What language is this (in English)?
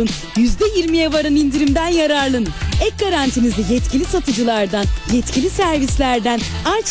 Turkish